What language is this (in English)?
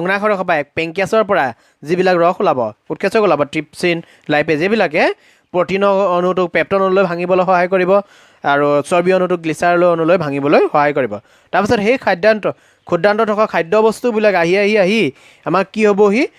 Assamese